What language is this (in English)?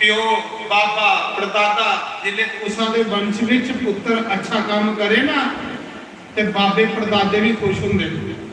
Dogri